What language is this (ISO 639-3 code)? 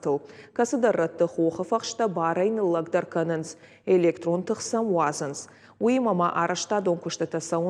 oss